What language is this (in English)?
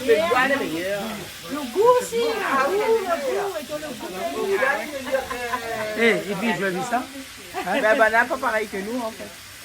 Réunion Creole French